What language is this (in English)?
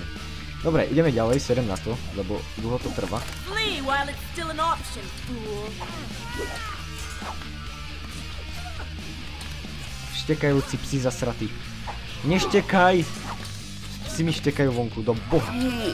Slovak